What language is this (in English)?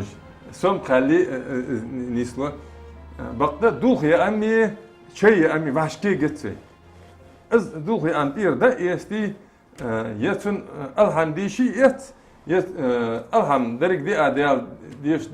Ingush